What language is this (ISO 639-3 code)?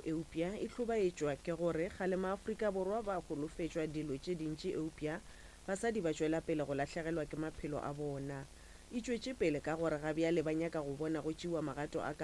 nso